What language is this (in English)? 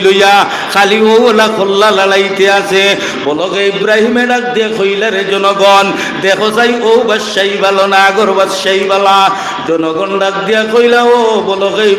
Sylheti